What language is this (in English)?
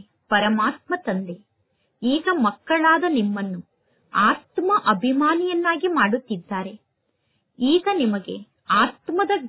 Kannada